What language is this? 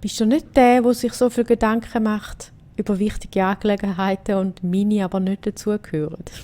Swiss German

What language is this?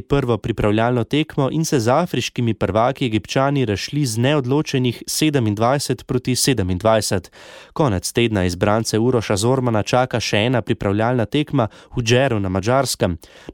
Slovenian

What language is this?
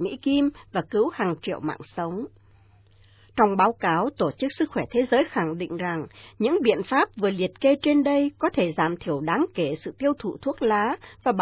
Vietnamese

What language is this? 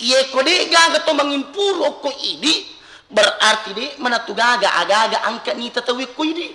Buginese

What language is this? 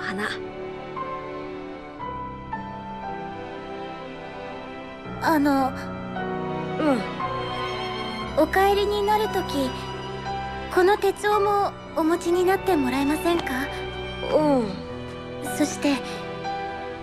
Japanese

